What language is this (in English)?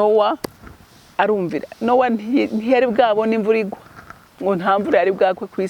Rundi